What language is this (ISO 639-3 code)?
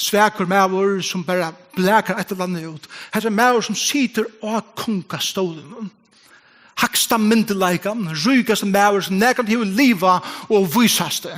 fao